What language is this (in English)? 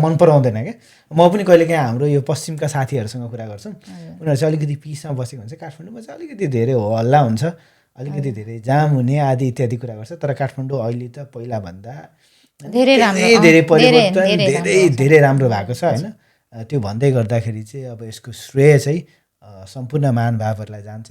Nepali